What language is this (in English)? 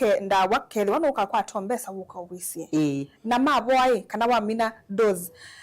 Kamba